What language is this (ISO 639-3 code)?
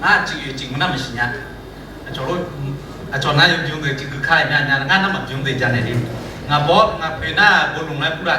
ahk